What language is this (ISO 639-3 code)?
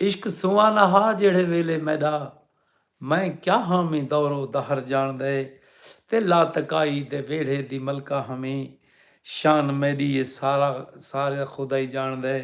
skr